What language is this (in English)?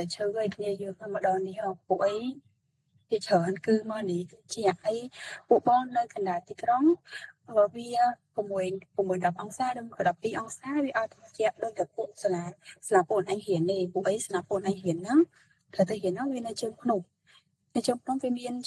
Khmer